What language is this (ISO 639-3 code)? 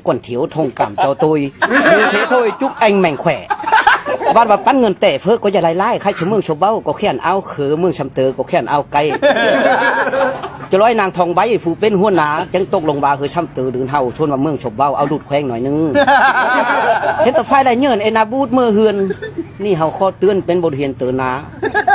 lao